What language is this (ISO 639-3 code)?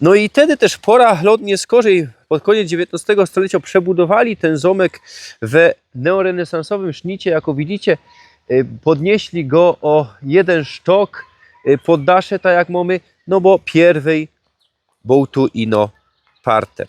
szl